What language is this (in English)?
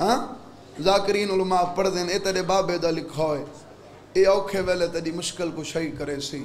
Saraiki